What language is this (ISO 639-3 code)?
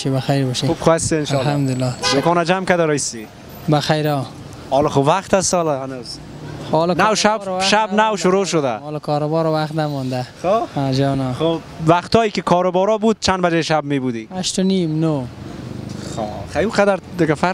fas